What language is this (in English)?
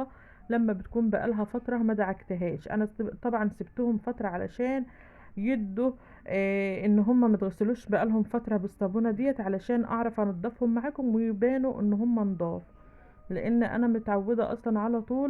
Egyptian Arabic